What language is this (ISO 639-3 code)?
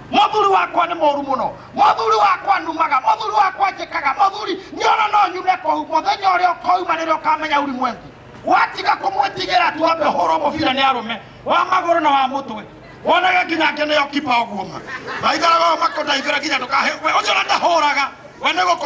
kik